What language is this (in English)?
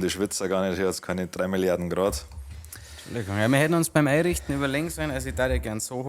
Bavarian